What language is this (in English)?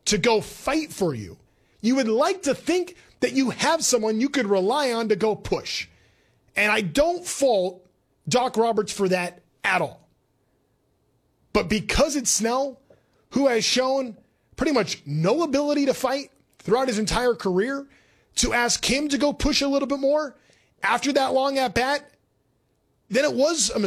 English